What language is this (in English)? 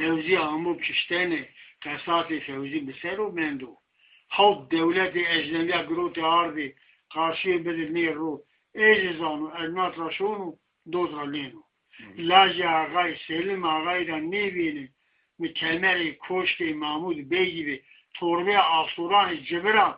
Zaza